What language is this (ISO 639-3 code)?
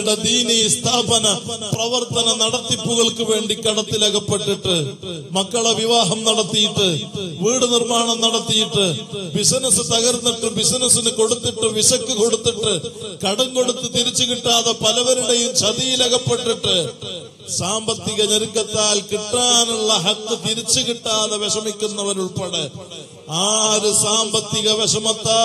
mal